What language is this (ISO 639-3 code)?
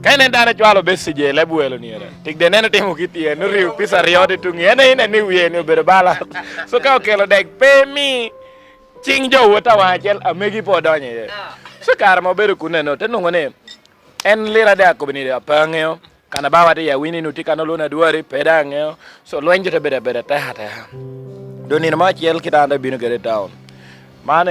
laj